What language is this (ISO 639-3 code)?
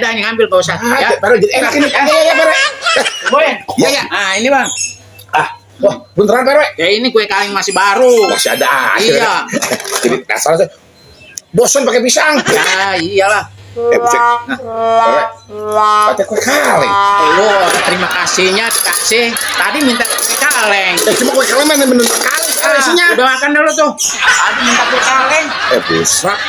bew